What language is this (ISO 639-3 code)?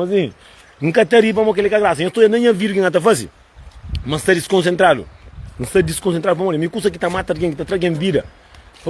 kea